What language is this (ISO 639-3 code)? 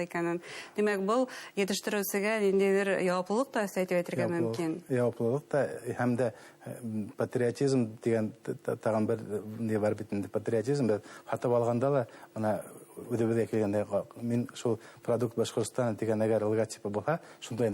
bak